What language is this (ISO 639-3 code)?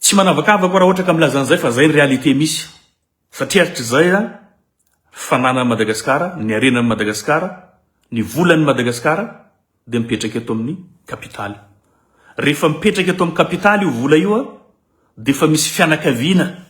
mlg